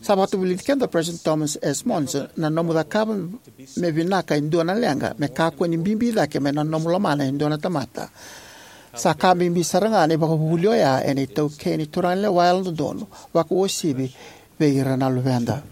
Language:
Fijian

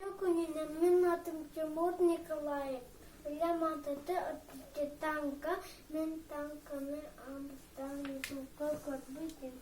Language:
Yakut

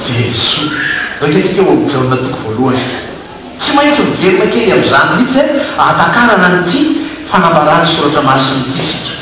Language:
Malagasy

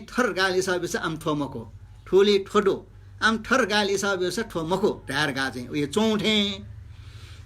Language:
Newari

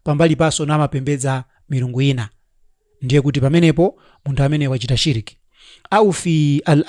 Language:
Nyanja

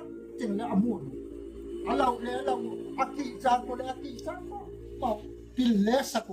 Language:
Gangte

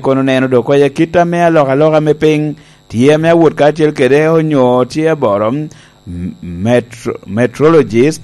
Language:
Lango (Uganda)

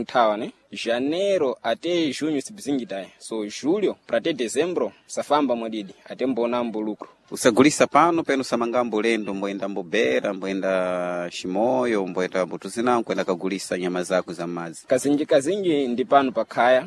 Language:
Sena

